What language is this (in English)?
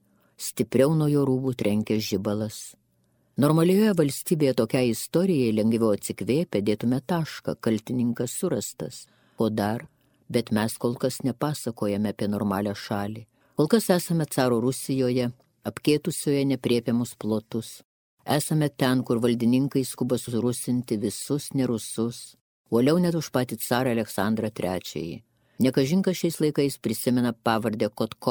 Lithuanian